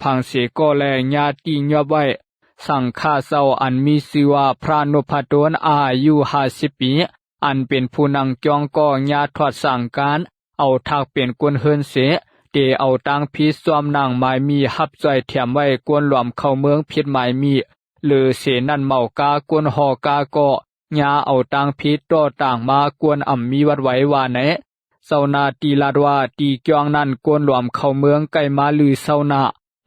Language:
Shan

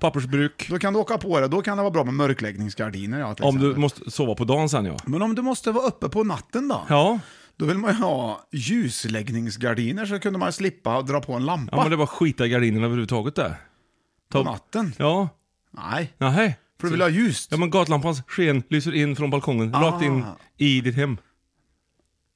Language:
Swedish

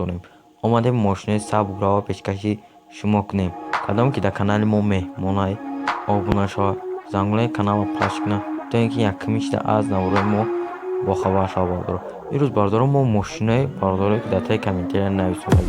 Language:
Tajik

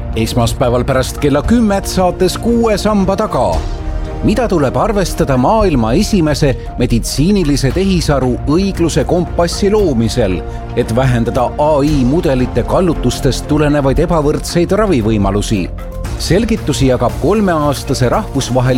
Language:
Estonian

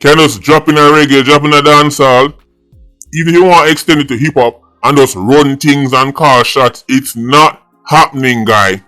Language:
Jamaican Creole English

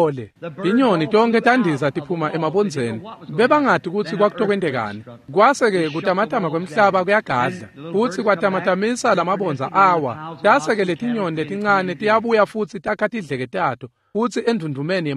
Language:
Swati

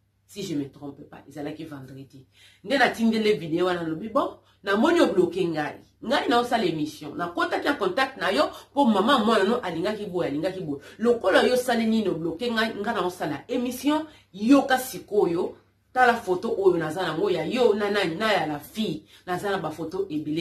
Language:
Lingala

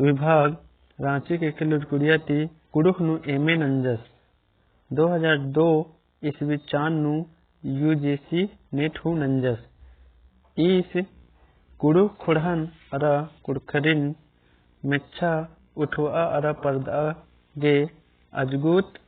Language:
Kurukh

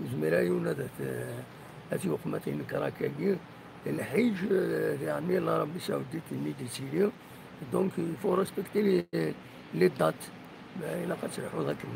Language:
Kabyle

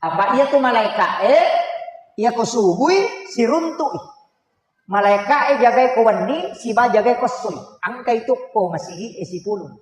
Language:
Buginese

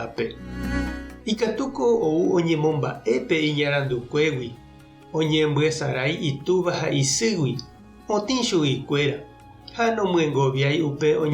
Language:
Guarani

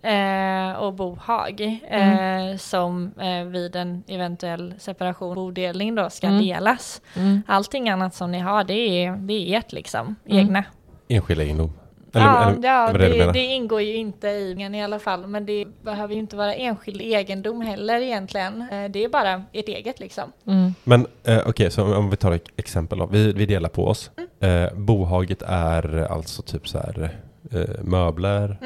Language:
Swedish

